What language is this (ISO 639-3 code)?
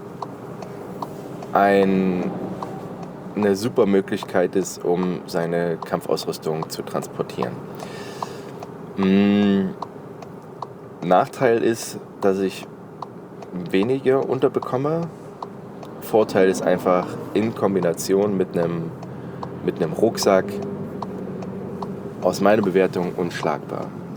deu